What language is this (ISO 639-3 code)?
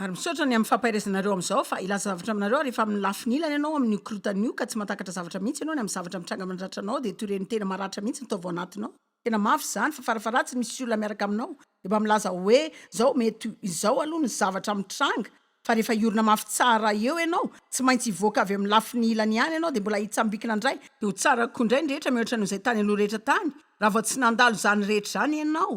mlg